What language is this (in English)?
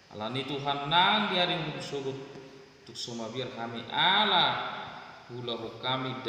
Batak Toba